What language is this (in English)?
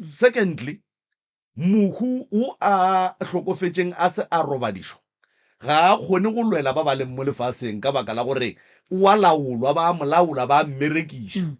Northern Sotho